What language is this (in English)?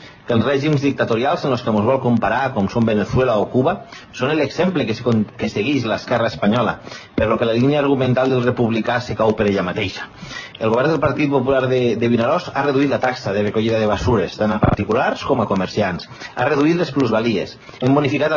Catalan